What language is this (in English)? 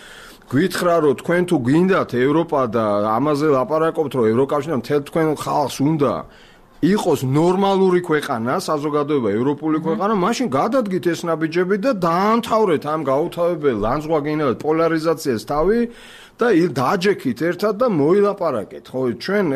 Georgian